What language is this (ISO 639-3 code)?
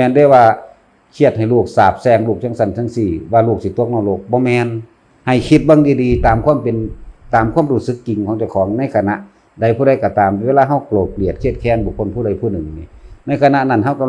tts